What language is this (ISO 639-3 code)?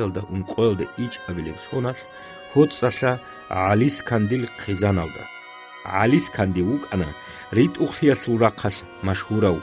ava